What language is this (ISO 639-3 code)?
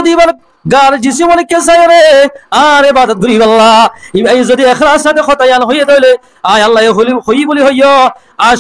rhg